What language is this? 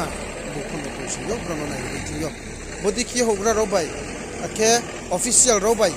Riang (India)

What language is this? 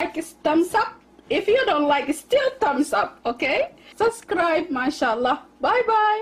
Somali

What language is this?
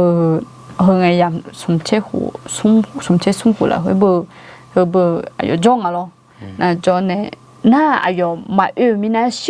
Akha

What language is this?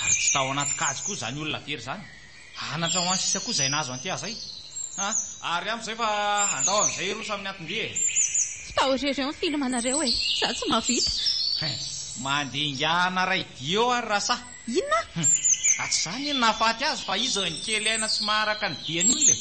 Malagasy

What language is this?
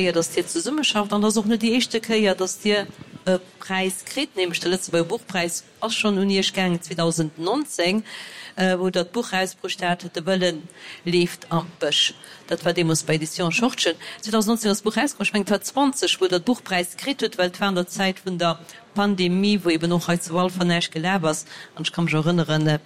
Luxembourgish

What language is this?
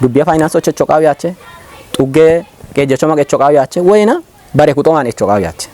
Kafa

